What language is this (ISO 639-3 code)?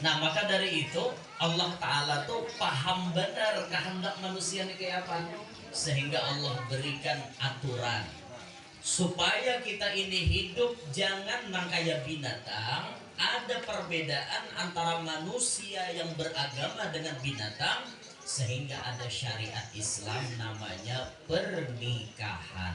bjn